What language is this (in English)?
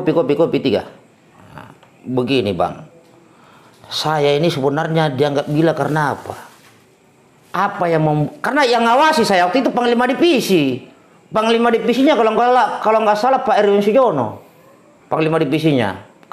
Indonesian